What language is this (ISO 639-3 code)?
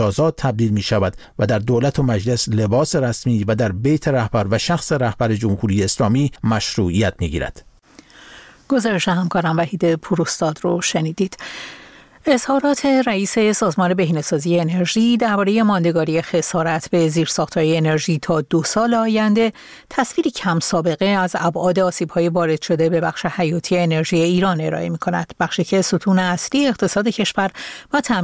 fas